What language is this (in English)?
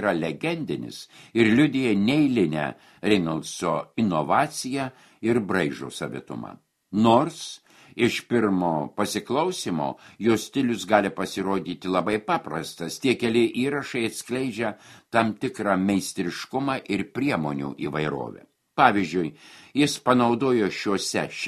Lithuanian